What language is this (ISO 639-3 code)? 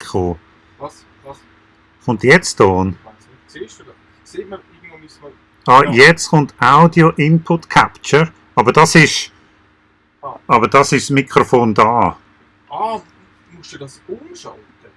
gsw